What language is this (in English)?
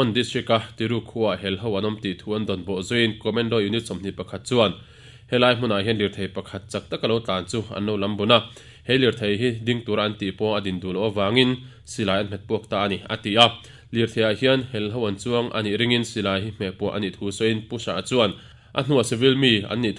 Mizo